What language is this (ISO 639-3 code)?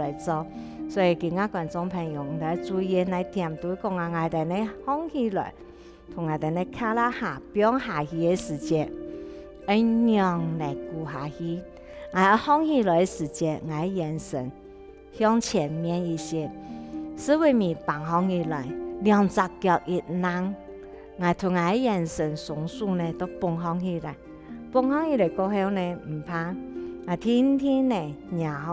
hak